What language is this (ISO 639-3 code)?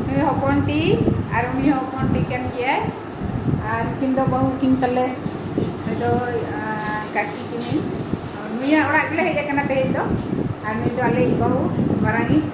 sat